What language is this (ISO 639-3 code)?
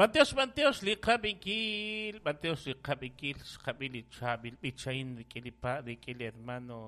kek